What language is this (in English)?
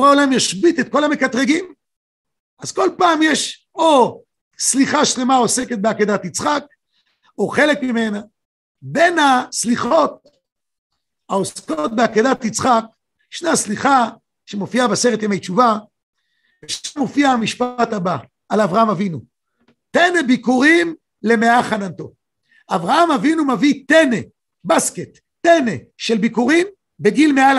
Hebrew